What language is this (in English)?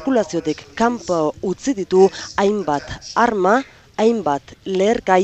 Basque